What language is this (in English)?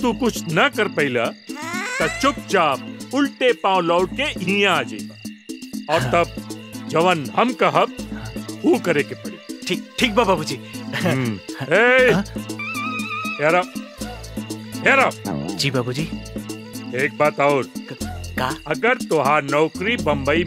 Bhojpuri